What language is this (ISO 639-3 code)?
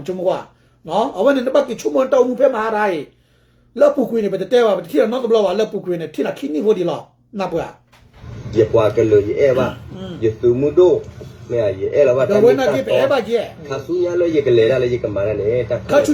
ksw